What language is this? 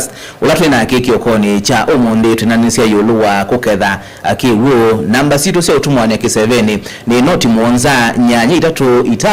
Kamba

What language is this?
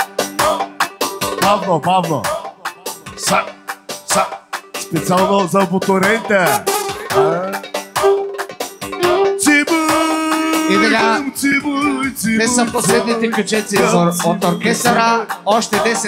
Bulgarian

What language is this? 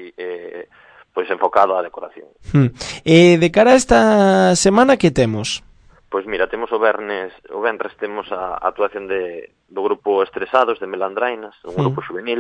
Galician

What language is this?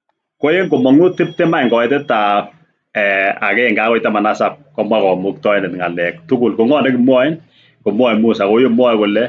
Kalenjin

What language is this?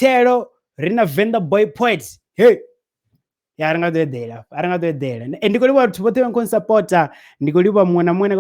Venda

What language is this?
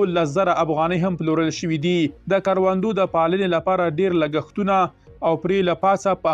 Pashto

